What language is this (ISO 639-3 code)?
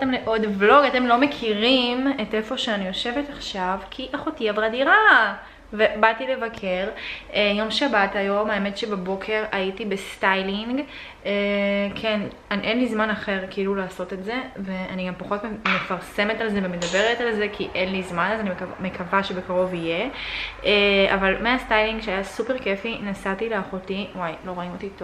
heb